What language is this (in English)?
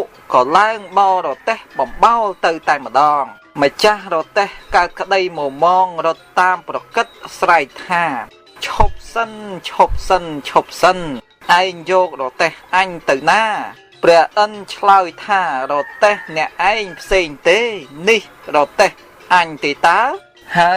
Khmer